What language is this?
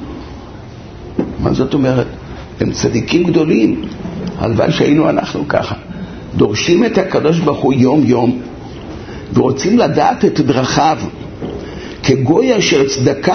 Hebrew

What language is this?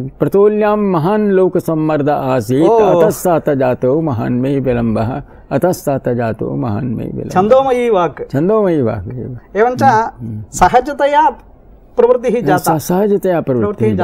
Sanskrit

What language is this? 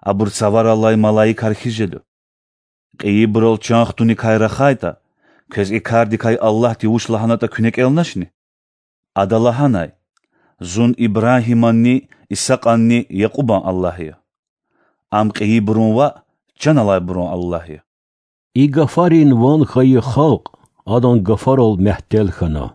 Lezghian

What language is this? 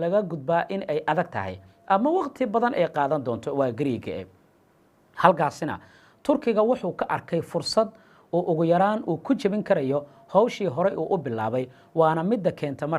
Somali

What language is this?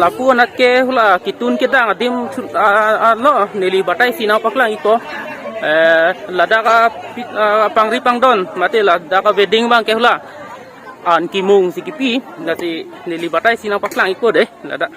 Karbi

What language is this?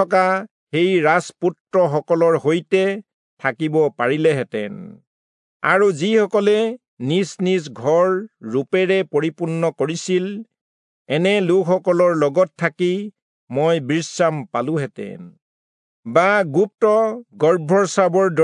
Assamese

